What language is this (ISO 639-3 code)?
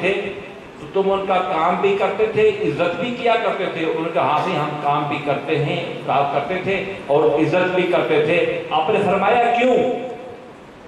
urd